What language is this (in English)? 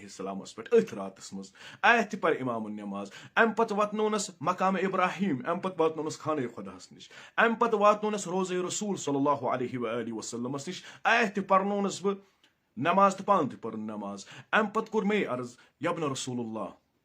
Kashmiri